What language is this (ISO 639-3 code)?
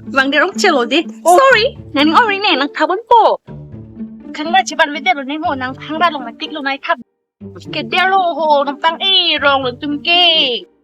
mjw